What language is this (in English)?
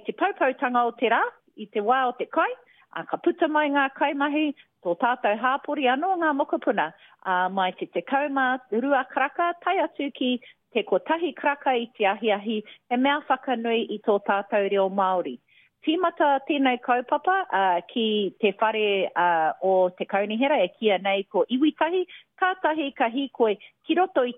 Māori